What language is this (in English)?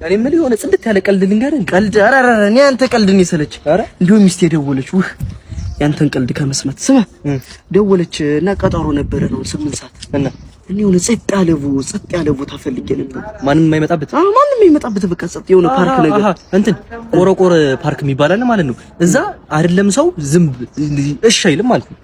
Amharic